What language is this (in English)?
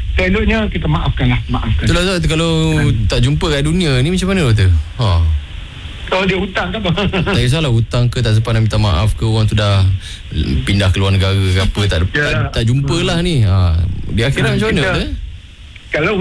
Malay